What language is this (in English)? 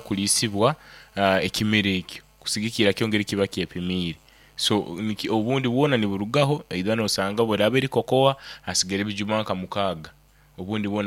Nyoro